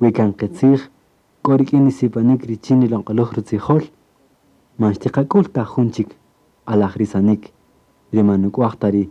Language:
Kaqchikel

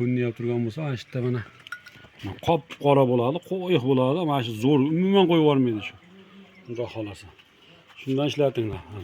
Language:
Uzbek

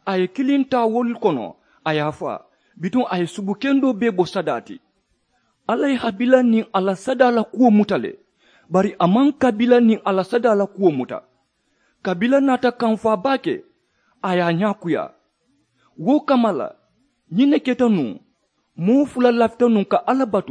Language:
Mandingo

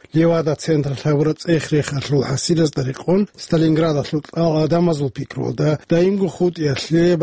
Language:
Avaric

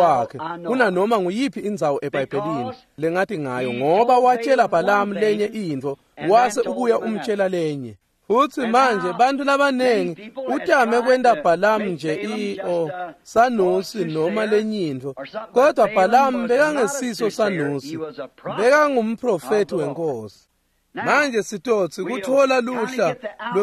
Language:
Swati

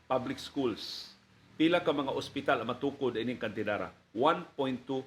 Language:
Cebuano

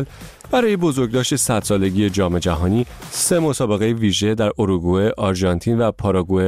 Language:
Persian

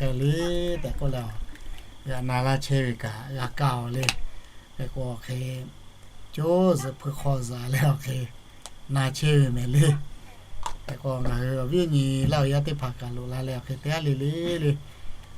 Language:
Lahu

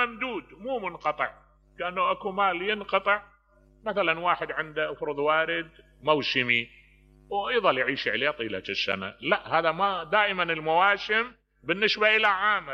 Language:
Mesopotamian Arabic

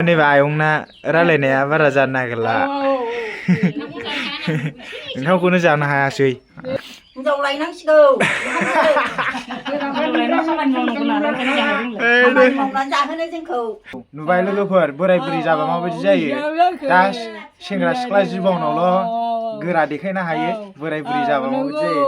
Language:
Bodo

